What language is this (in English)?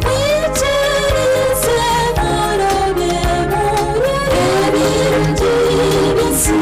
Nyankole